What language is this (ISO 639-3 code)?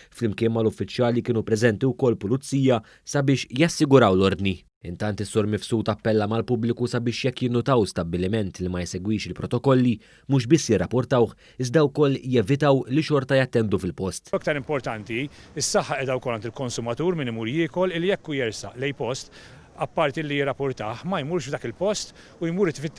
mlt